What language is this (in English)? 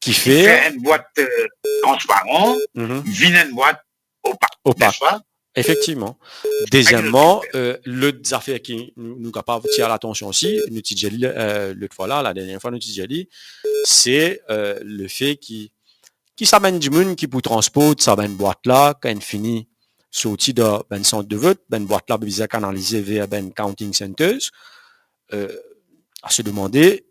Morisyen